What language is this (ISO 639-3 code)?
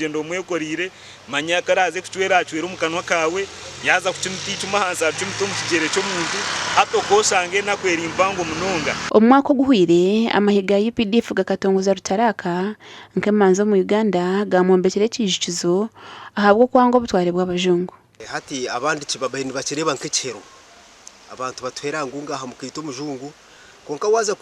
nyn